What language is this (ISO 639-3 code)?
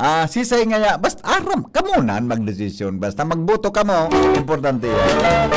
bik